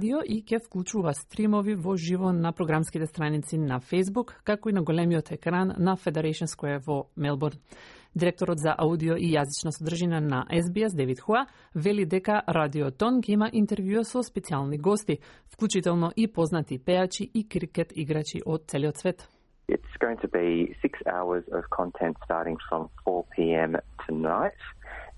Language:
Macedonian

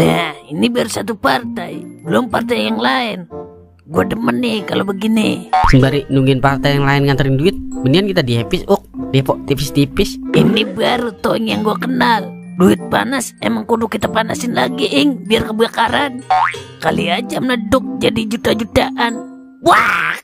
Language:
Betawi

